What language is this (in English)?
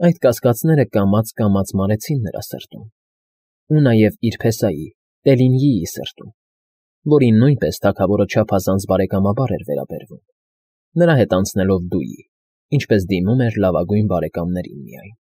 Armenian